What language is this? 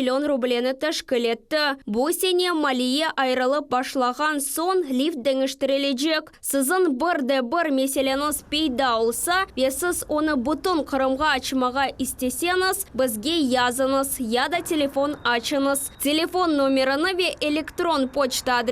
Crimean Tatar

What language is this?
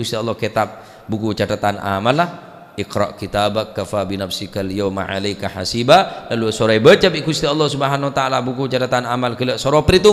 Madurese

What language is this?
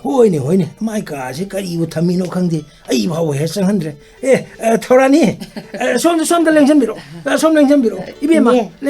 Manipuri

